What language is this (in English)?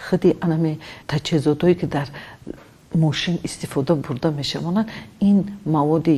Tajik